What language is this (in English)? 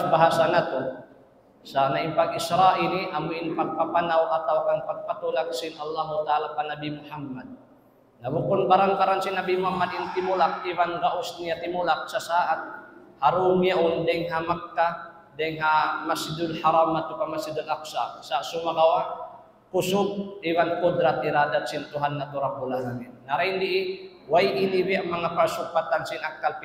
Tausug